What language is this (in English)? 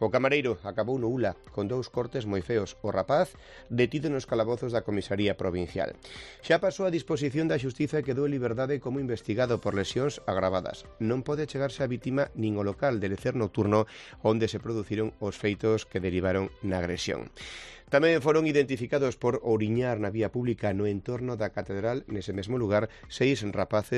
Galician